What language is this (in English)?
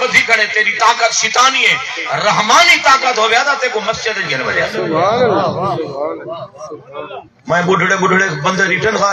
Saraiki